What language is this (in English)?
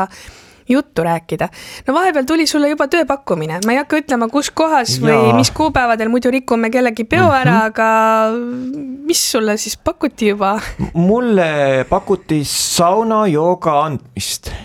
Estonian